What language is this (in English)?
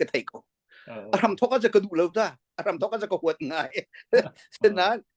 Hakha Chin